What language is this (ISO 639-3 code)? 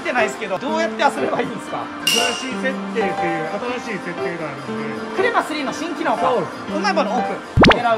jpn